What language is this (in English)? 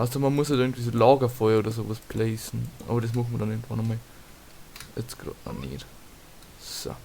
Bavarian